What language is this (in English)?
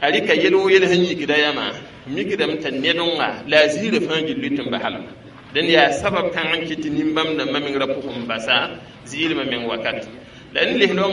Mossi